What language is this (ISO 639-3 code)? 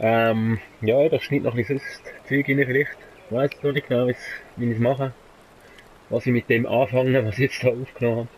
gsw